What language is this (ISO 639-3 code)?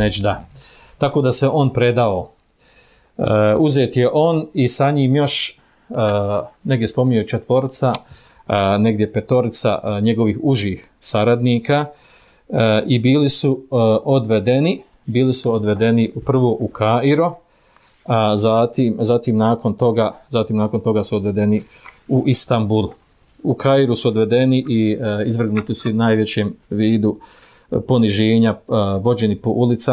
bos